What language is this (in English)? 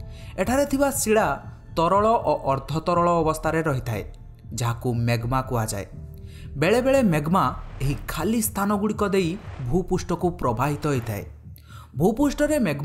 Odia